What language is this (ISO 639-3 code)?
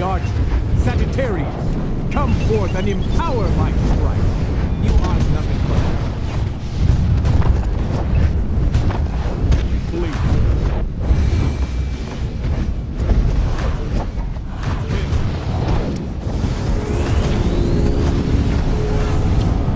eng